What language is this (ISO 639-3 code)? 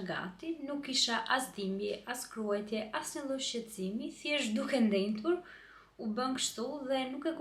sqi